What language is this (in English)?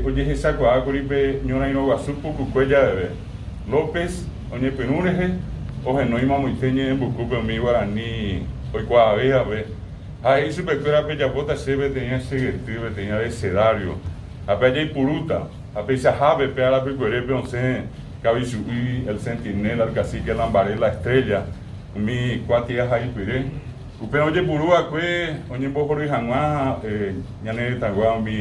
Guarani